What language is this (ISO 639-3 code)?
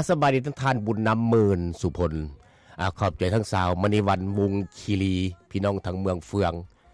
lao